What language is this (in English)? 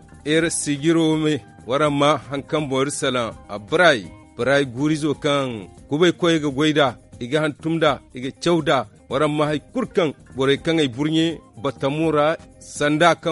Zarma